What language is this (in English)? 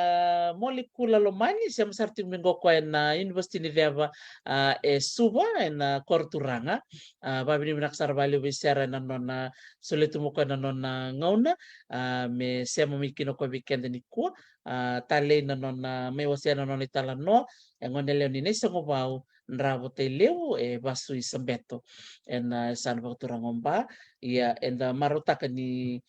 Fijian